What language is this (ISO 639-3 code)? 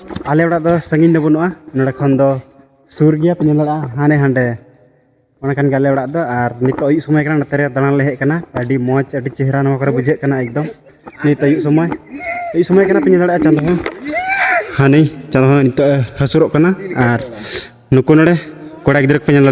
sat